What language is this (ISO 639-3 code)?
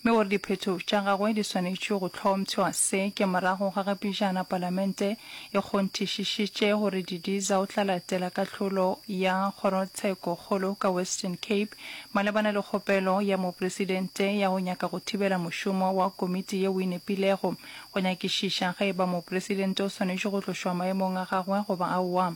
nso